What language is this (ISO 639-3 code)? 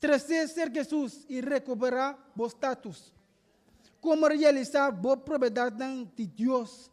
pap